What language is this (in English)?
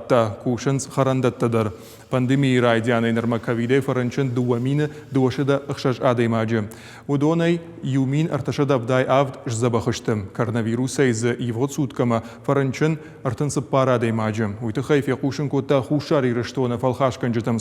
Ossetic